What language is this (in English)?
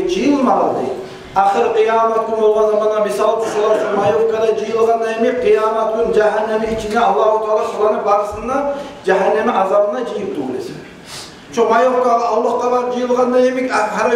Kumyk